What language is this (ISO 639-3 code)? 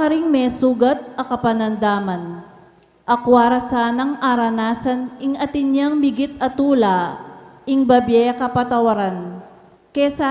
pam